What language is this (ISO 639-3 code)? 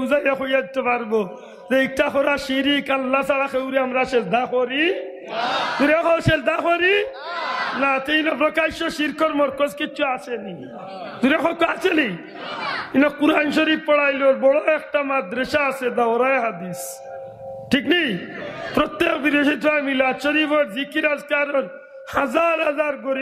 syl